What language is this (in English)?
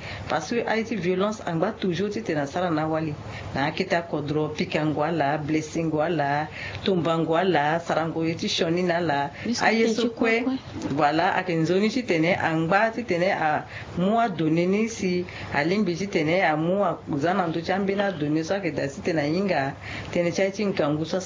Sango